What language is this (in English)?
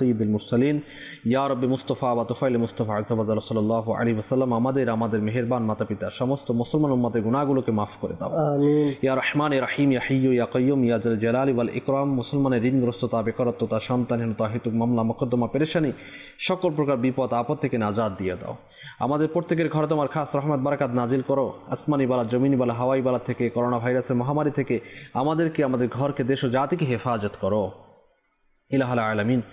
Bangla